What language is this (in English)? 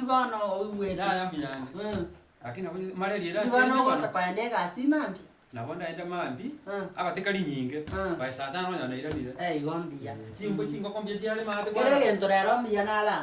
Gusii